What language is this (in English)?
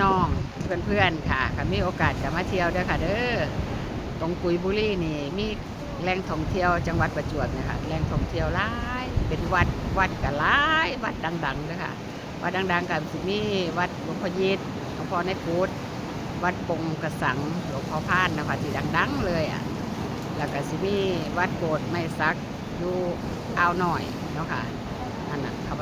Northeastern Thai